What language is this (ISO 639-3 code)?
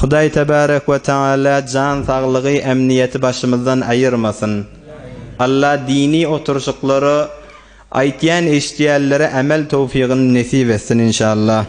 tuk